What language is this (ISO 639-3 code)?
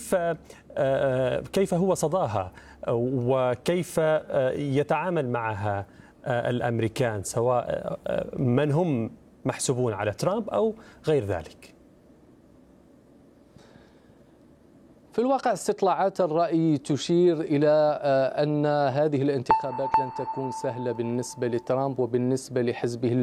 ara